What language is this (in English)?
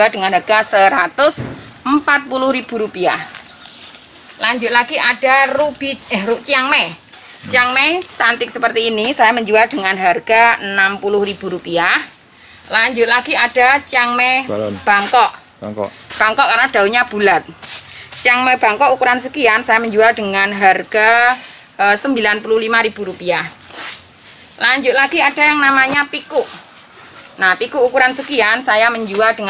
Indonesian